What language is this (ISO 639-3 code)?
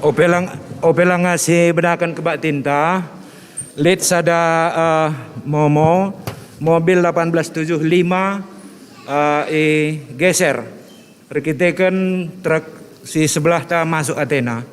btx